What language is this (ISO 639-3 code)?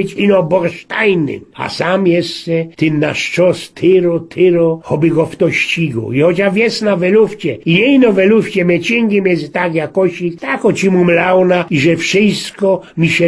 szl